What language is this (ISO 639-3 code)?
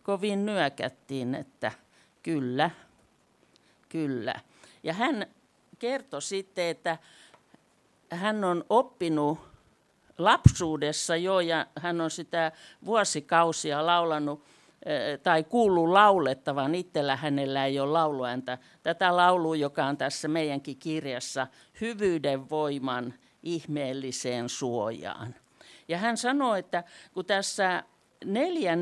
fin